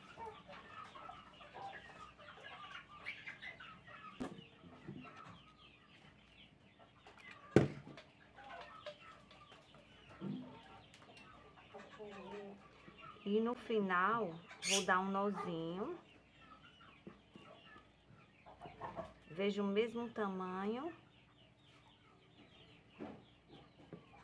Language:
Portuguese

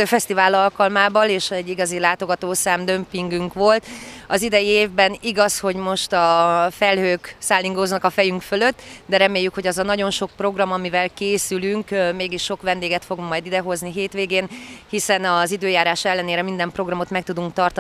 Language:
Hungarian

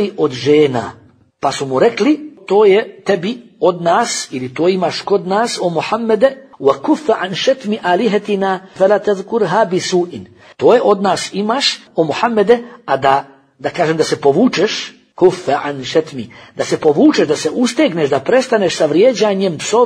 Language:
Bosnian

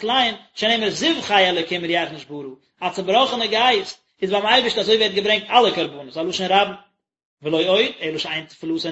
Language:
Yiddish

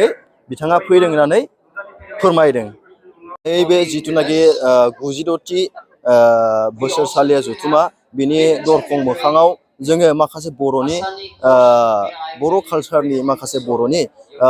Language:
Bodo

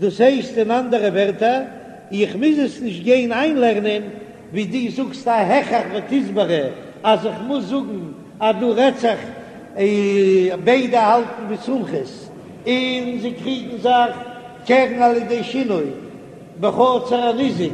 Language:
Yiddish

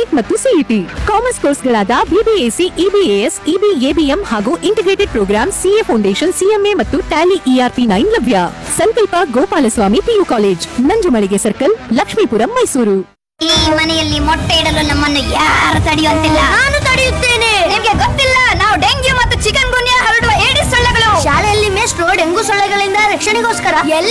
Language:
Kannada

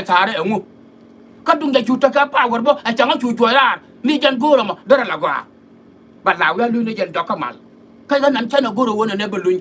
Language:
Nuer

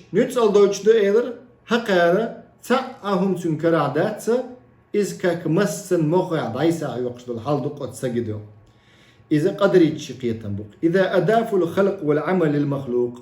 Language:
Chechen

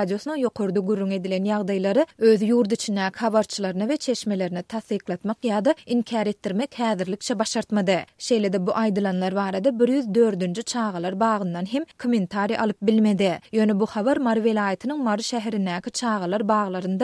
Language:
Turkmen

